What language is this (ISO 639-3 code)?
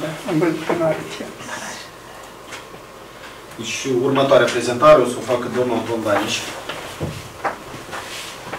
ron